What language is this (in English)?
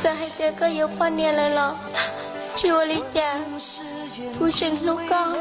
Hmong